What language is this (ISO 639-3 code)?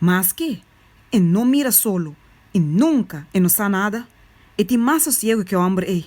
pap